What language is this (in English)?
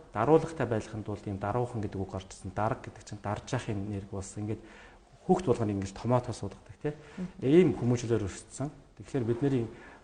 Mongolian